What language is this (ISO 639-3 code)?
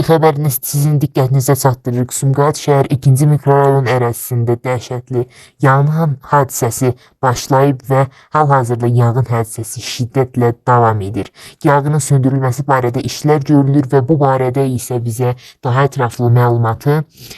aze